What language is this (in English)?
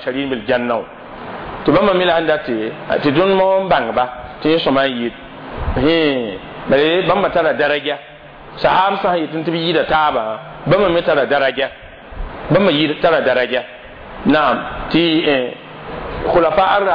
Mossi